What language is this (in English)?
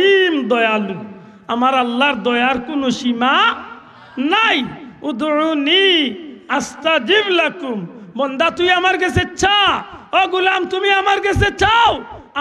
Sylheti